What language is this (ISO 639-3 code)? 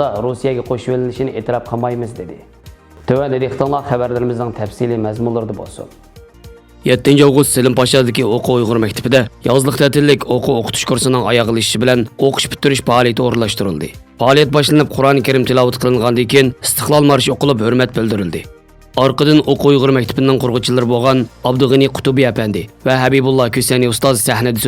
uig